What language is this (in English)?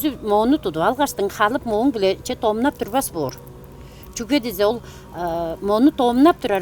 Tuvinian